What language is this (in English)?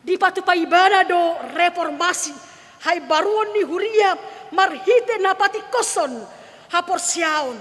Batak Toba